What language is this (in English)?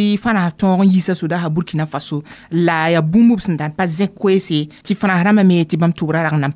Mossi